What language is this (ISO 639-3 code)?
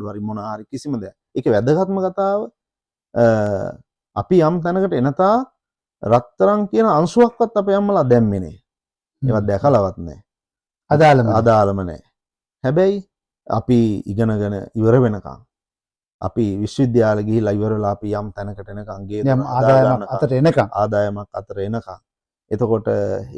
sin